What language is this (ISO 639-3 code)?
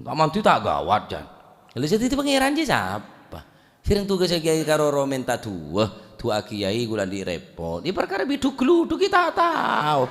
mad